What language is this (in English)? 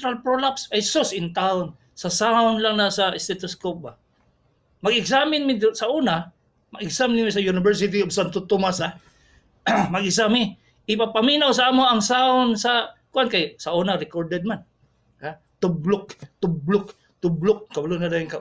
Cebuano